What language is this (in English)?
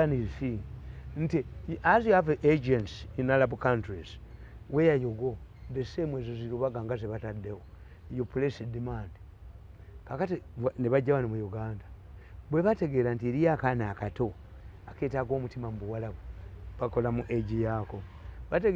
Ganda